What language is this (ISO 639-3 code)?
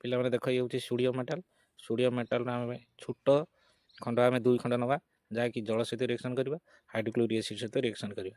ori